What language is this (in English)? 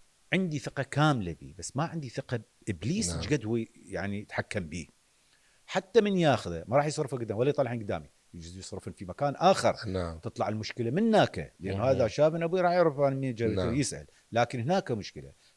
Mesopotamian Arabic